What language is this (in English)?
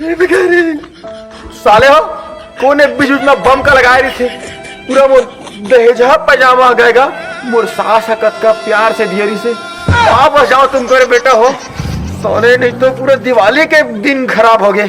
Chhattisgarhi